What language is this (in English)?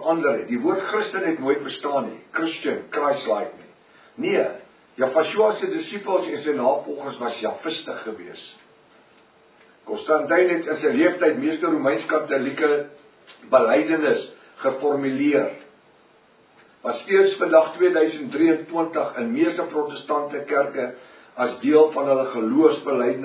Afrikaans